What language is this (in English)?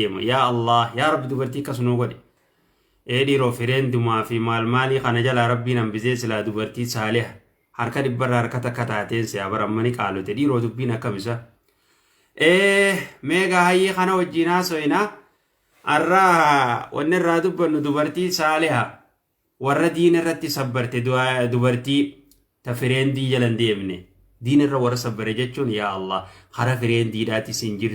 Oromo